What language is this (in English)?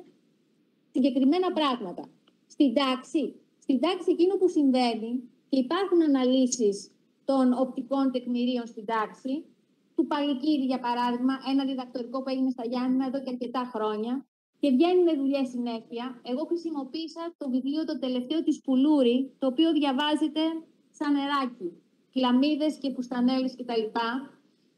Greek